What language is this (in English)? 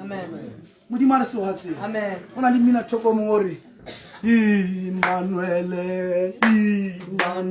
Tswana